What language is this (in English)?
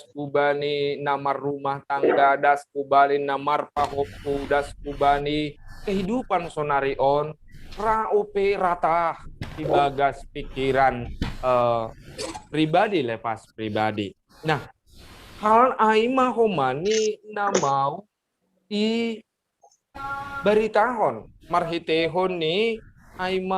Batak Simalungun